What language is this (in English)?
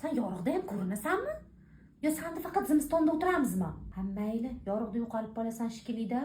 Uzbek